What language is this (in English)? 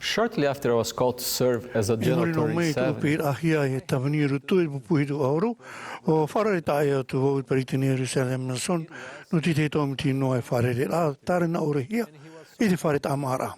Tahitian